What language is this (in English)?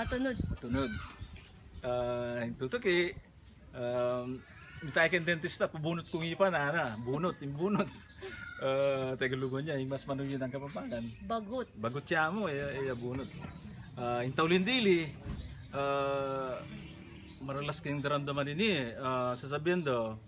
Pampanga